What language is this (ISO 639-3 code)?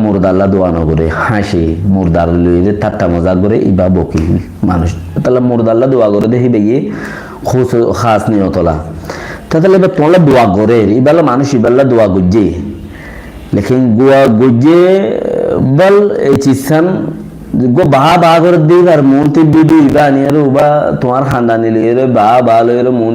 rhg